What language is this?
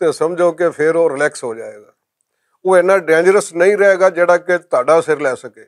Western Panjabi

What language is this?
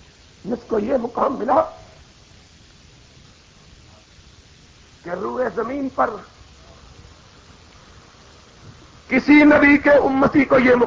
Urdu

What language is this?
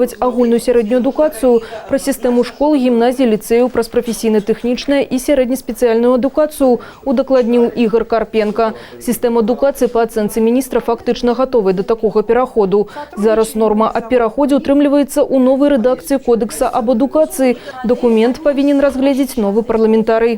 Belarusian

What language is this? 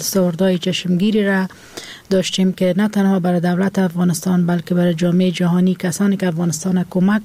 Persian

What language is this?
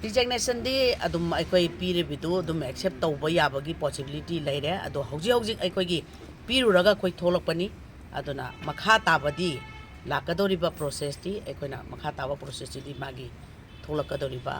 Manipuri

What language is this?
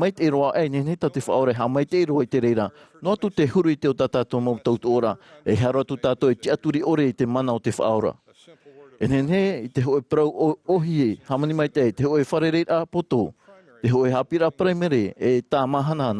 Tahitian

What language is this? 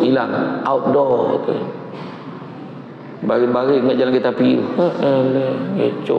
Malay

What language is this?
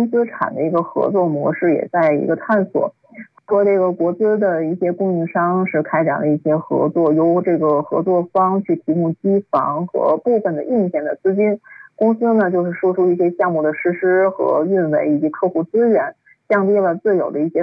Chinese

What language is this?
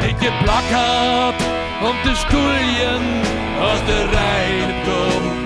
Western Frisian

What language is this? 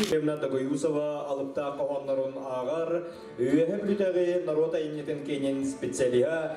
Yakut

